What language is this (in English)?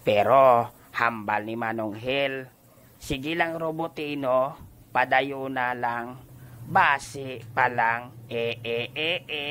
Hiligaynon